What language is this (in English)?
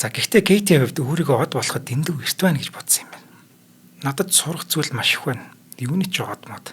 Mongolian